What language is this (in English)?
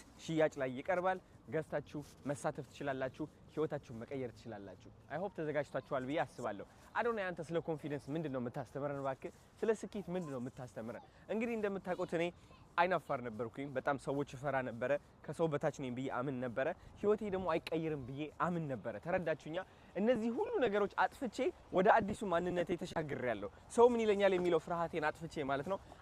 Amharic